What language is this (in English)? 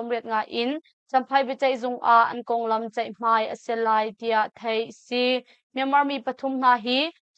Hakha Chin